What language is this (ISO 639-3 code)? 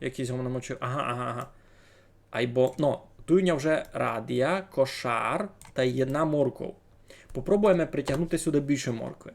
rue